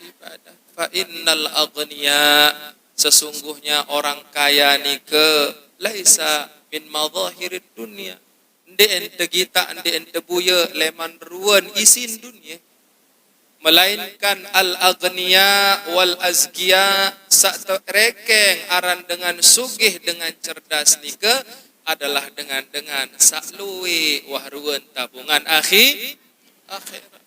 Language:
Sasak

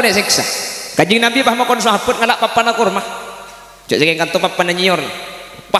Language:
Madurese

